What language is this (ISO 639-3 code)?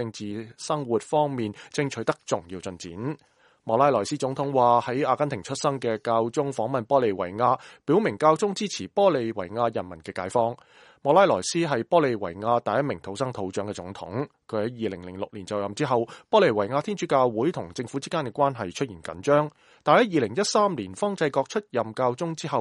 yue